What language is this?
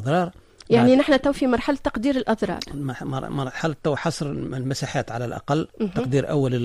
Tunisian Arabic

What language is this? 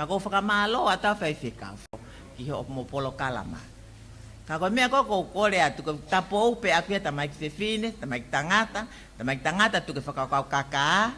Tongan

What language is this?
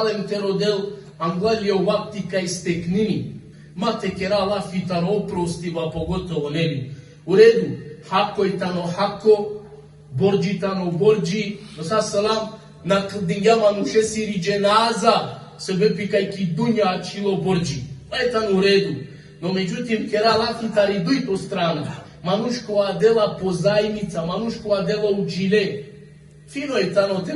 Balkan Romani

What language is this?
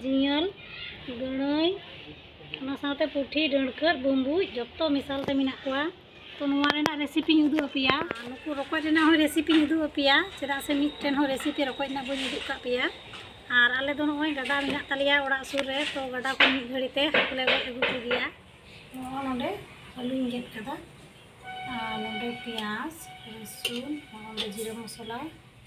Santali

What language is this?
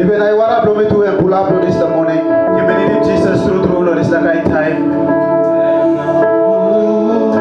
Tok Pisin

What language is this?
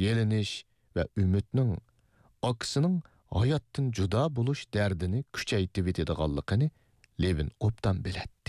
Uyghur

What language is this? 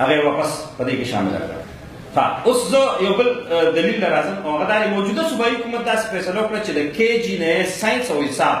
Pashto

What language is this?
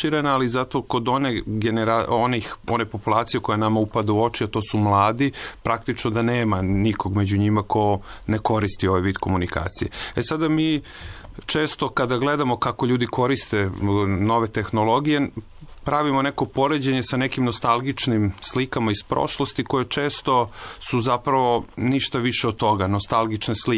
Serbian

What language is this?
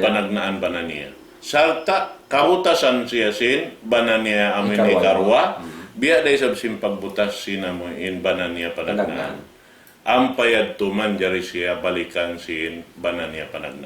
Tausug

